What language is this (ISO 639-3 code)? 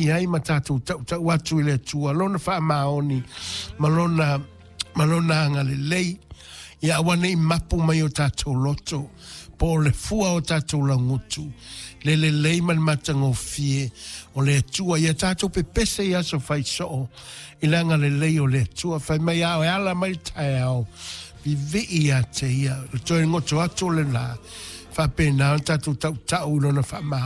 smo